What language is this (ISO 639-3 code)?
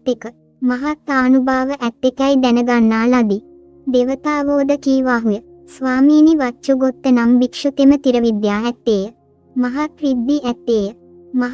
sin